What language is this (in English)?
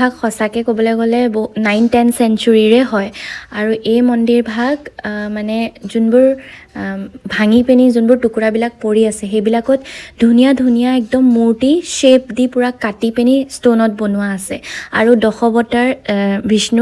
Assamese